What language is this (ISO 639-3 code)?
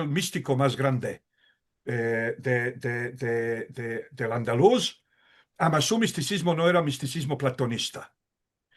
lad